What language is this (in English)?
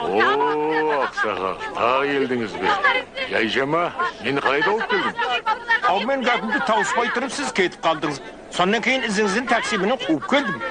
Kara-Kalpak